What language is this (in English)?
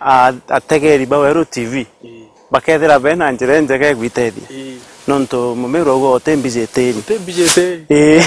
Meru